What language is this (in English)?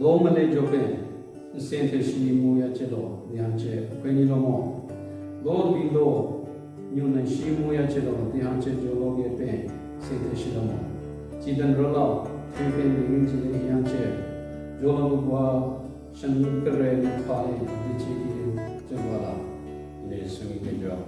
Southern Rengma Naga